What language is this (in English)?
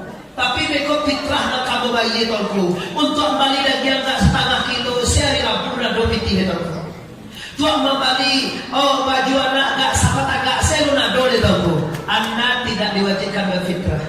Minangkabau